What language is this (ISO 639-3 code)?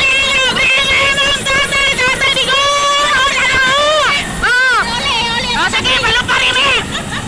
ceb